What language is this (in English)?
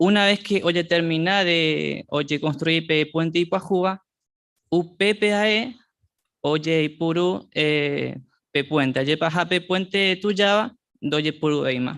Guarani